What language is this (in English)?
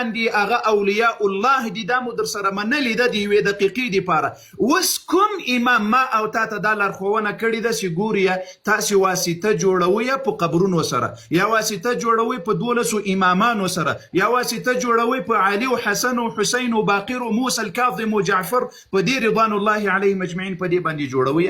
Pashto